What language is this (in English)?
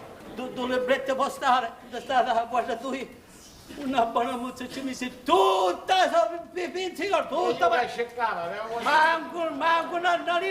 Sicilian